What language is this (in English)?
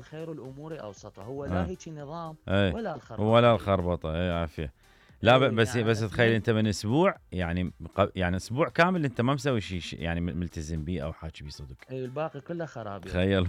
Mesopotamian Arabic